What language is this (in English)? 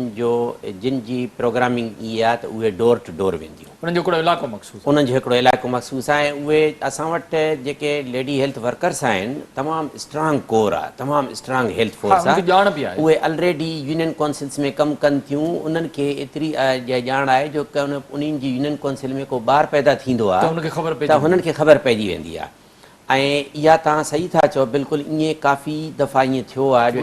Sindhi